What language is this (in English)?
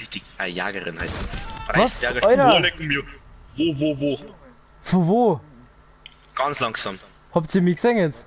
Bavarian